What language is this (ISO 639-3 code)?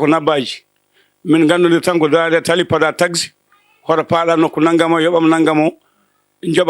ful